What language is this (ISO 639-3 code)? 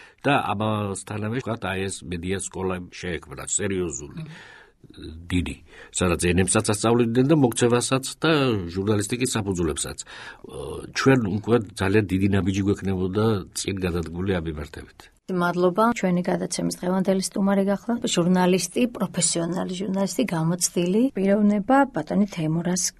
kat